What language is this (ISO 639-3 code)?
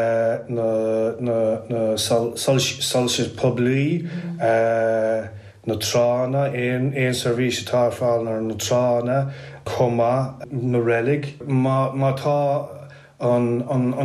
gle